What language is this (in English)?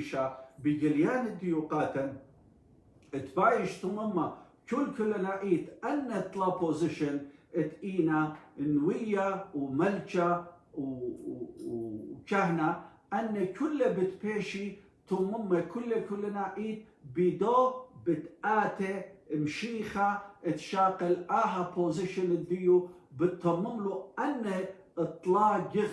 Assyrian Neo-Aramaic